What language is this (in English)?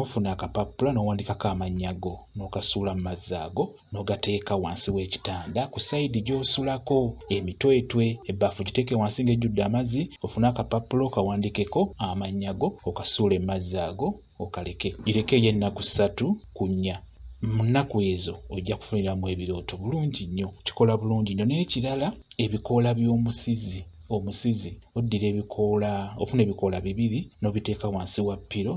Ganda